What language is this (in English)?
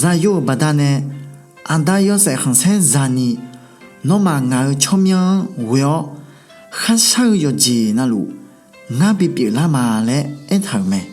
Akha